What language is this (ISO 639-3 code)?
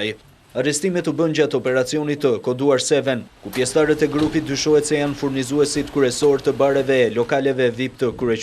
sqi